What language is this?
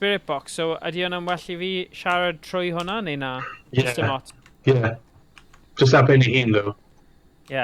Welsh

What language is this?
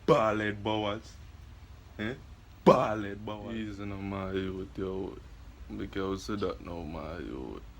Jamaican Creole English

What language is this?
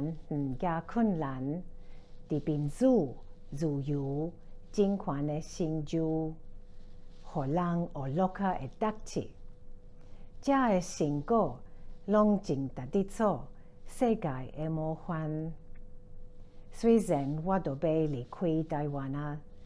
Min Nan Chinese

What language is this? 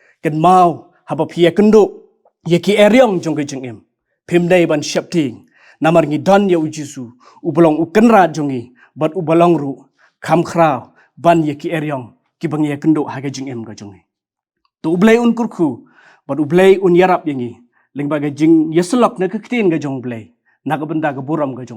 Khasi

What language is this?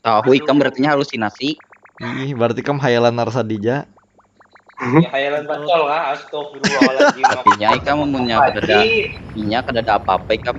Banjar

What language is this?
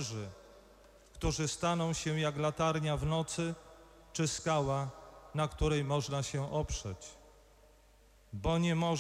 Polish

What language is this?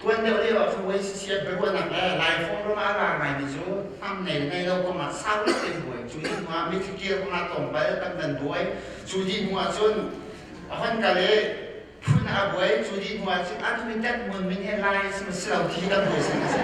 Hakha Chin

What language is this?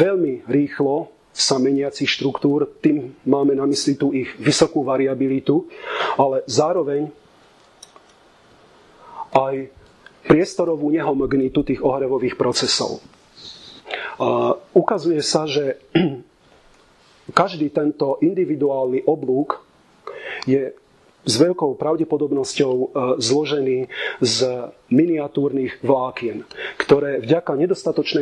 Slovak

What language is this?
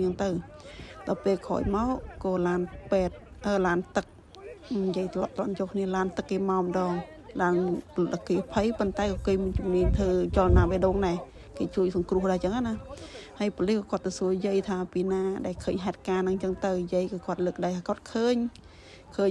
Khmer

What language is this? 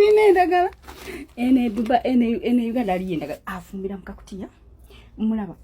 Ganda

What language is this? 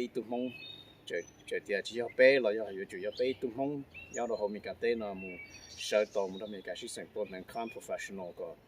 Hmong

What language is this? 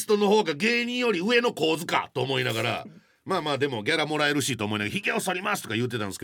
Japanese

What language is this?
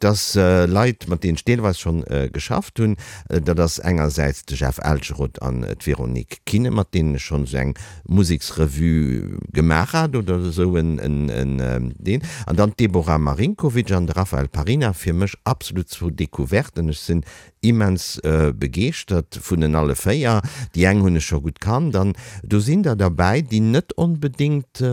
Luxembourgish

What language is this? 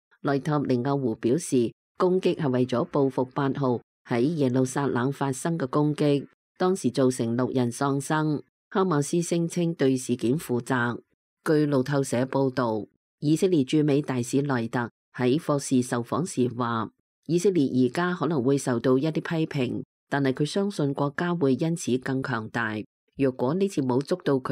Cantonese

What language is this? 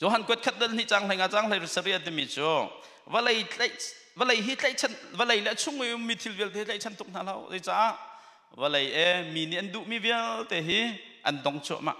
Hakha Chin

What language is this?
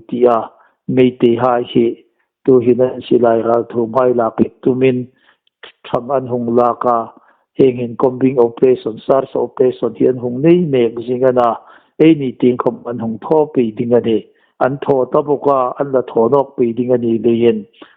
Hmar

